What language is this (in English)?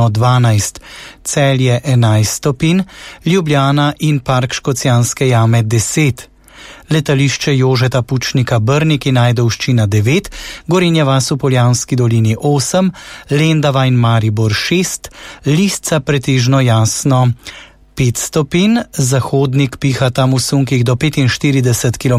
Slovenian